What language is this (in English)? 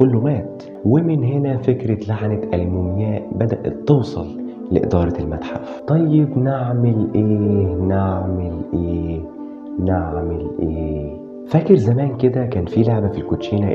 Egyptian Arabic